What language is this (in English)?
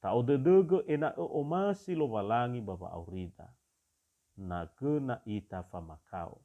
Nias